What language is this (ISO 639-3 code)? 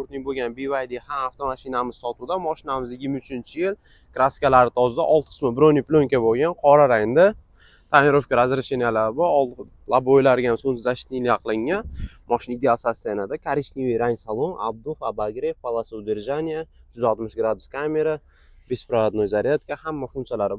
uzb